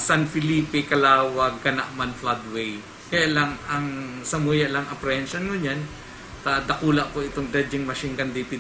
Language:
Bikol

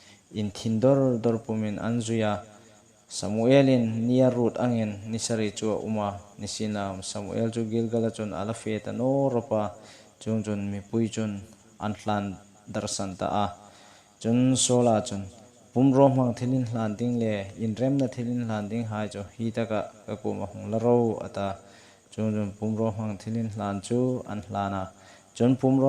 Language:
Hmar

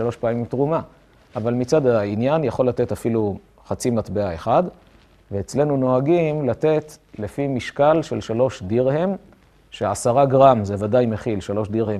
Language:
Hebrew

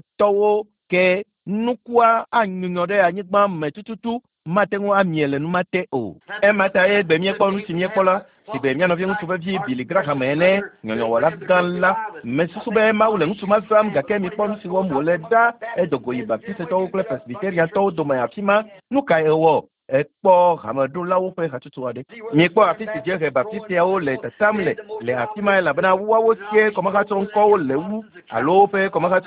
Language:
Ewe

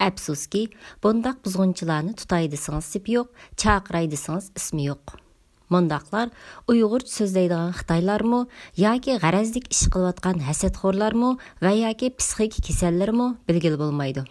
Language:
Uyghur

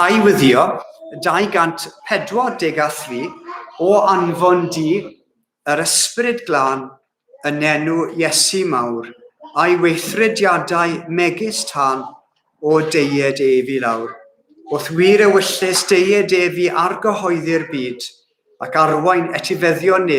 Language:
Welsh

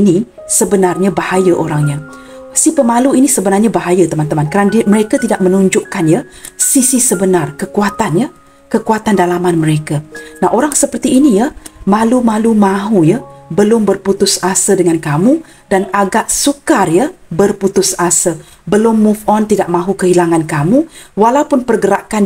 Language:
Malay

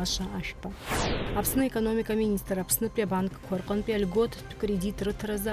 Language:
Abkhazian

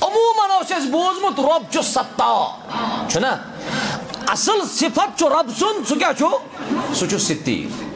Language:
Kashmiri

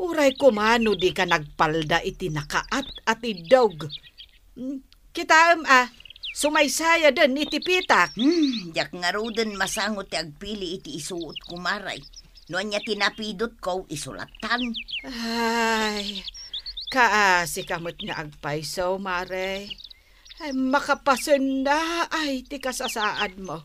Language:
Iloko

